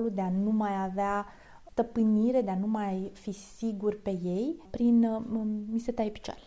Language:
Romanian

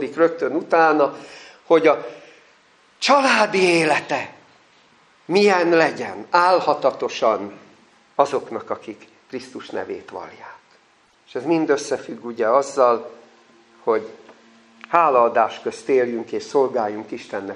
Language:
Hungarian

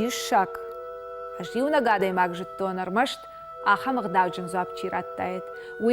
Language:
Ossetic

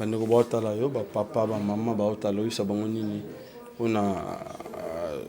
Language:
Lingala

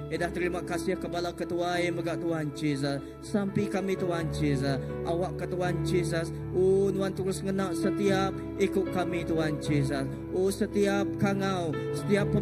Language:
Iban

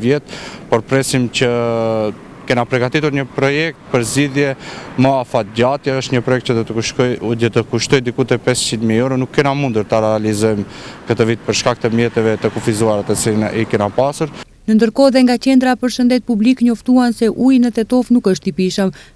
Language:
Albanian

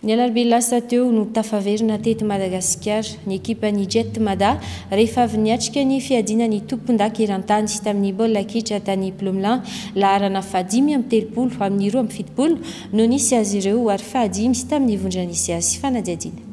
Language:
Malagasy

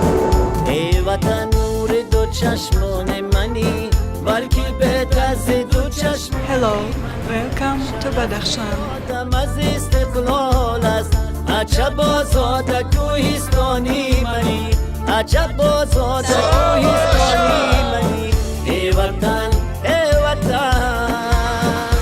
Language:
Tajik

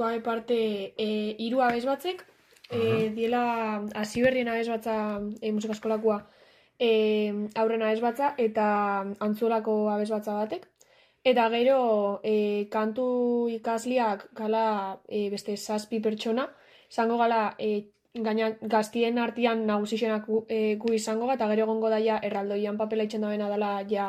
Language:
Basque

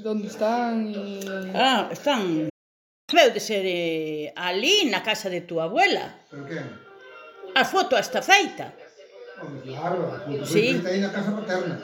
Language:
Galician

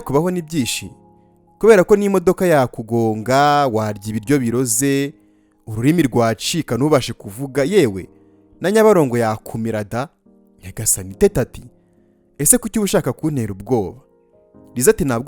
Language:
Kinyarwanda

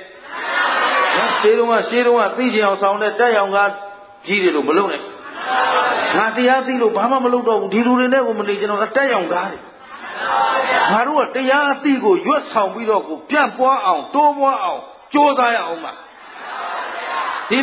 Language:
Burmese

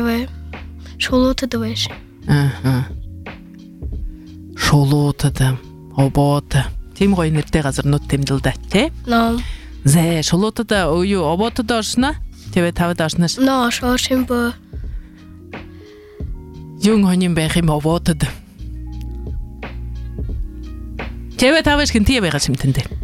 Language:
Buriat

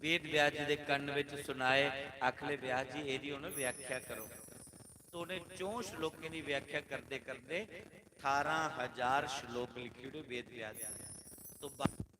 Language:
Dogri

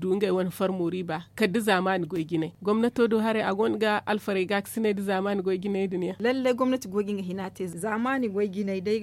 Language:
Zarma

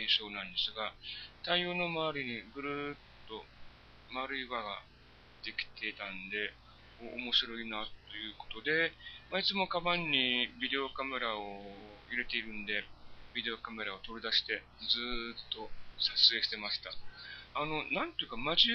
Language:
Japanese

